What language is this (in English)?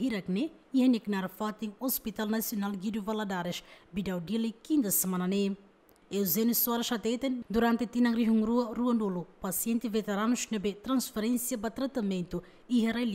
Tetum